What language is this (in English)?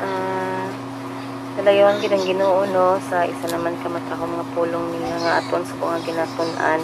Hiligaynon